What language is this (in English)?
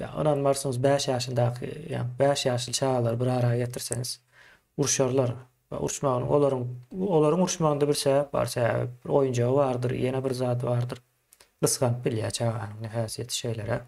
Turkmen